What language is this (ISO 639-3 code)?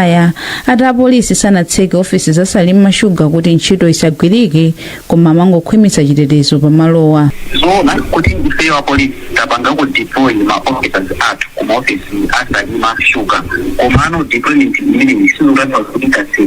nya